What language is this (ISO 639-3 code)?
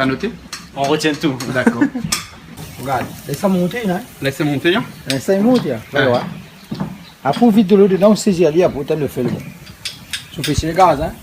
rcf